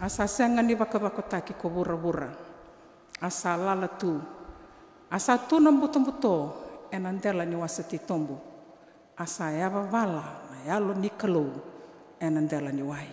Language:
Fijian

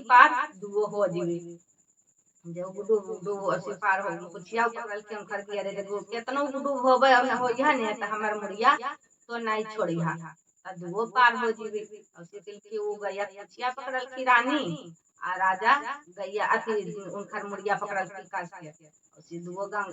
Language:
Magahi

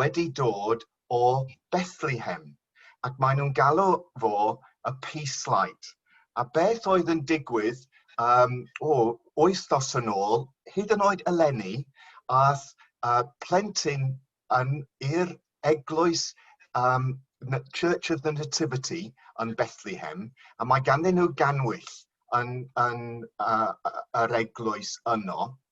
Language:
Welsh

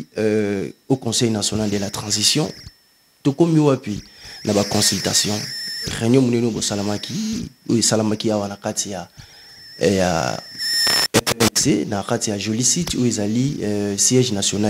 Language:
Lingala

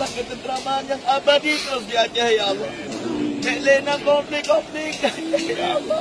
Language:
Achinese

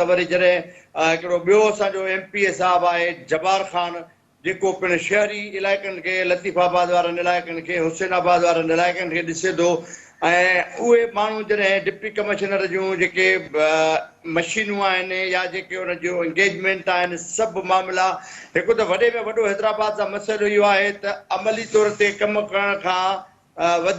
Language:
Sindhi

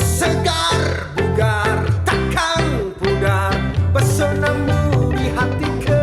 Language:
Betawi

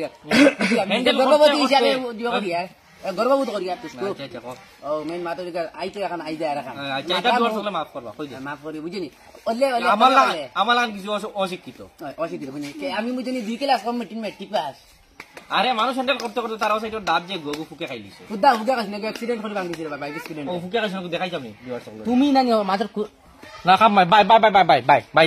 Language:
Sylheti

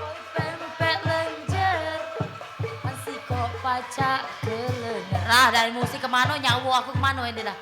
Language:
Musi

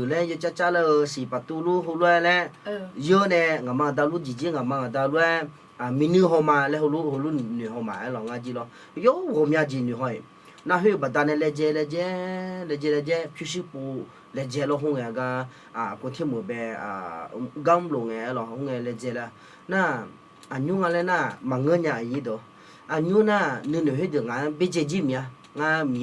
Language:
Akha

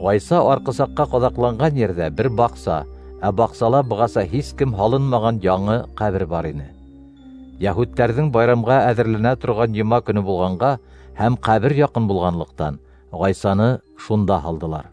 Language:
Bashkir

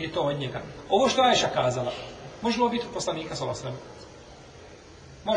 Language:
Bosnian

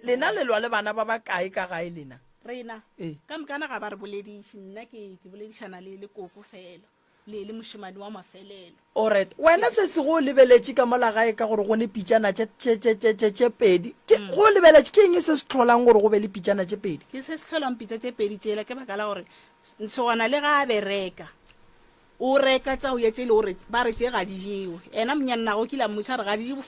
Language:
Northern Sotho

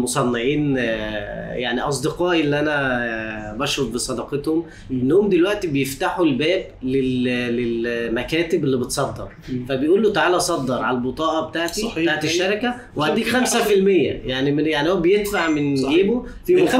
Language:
Egyptian Arabic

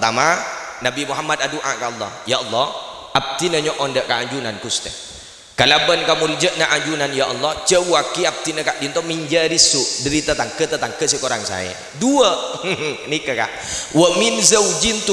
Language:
Madurese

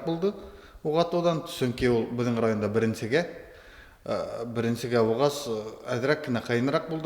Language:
Bashkir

